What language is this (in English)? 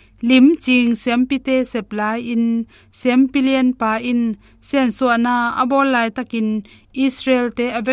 Tedim Chin